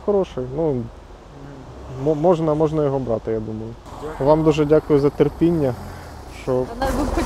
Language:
Ukrainian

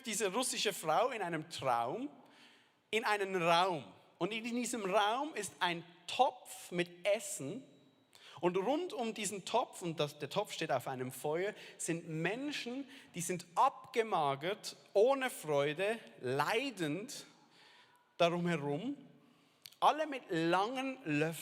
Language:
Swiss German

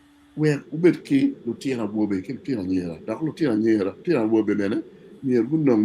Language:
Acoli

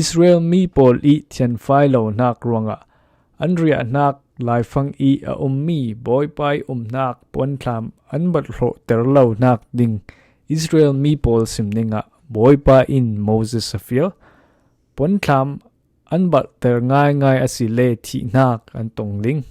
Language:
Falam Chin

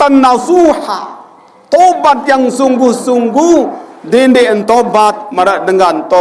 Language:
Sasak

